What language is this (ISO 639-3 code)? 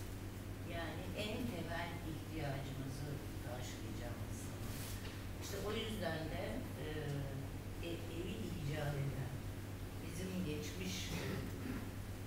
tur